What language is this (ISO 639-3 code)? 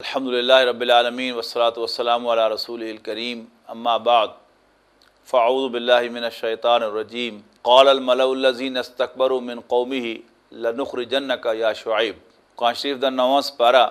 lah